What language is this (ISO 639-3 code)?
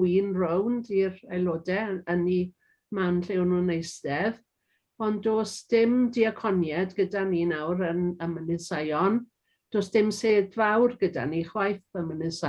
cym